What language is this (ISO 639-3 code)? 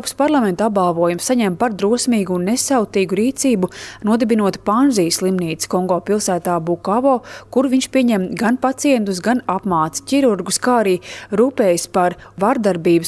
lav